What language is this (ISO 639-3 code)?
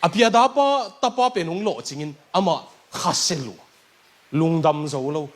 ctd